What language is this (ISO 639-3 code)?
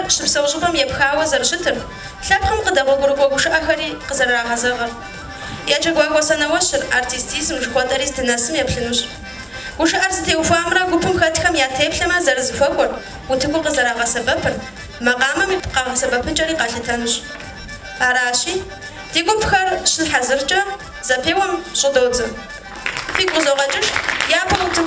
kbd